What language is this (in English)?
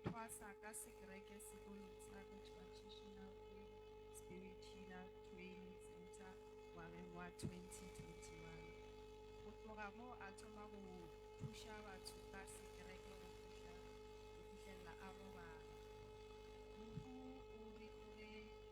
Northern Sotho